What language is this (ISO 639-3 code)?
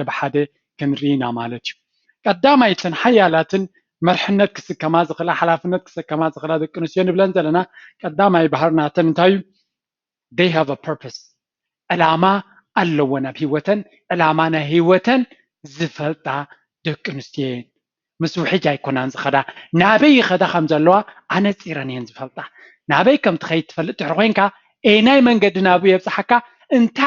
tir